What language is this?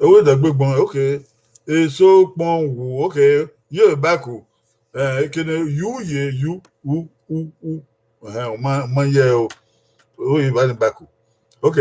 Bini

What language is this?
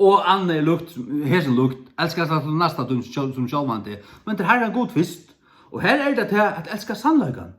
Faroese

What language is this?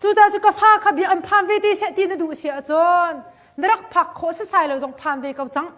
Hakha Chin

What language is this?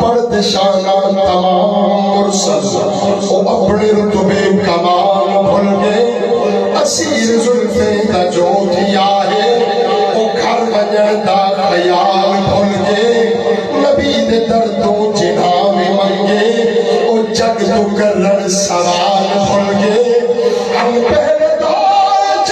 Saraiki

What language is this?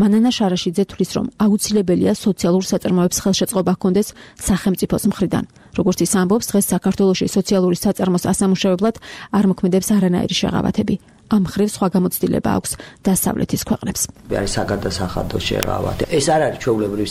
Georgian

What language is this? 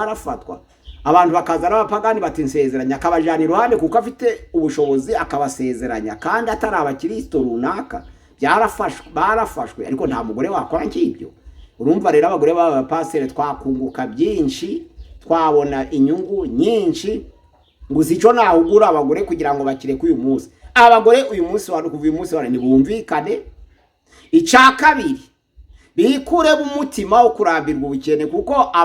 Kinyarwanda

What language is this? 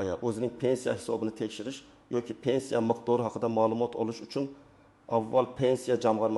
Uzbek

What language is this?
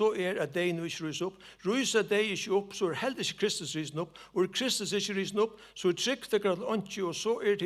Faroese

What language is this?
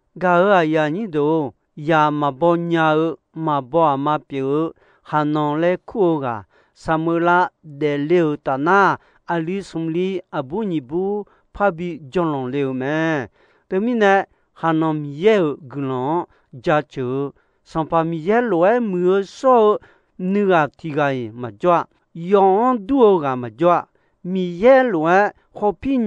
Akha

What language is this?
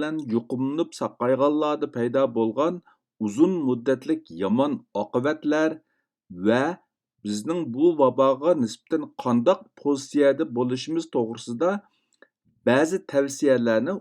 Uyghur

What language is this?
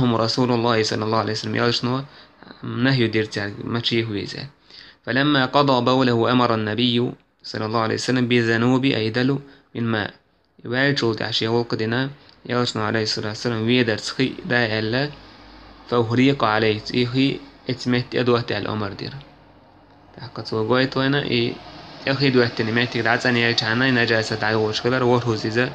Chechen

